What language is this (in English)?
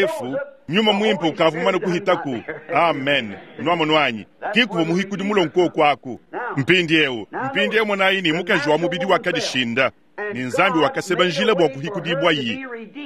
Luba-Lulua